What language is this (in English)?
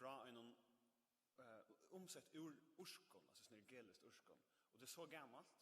Faroese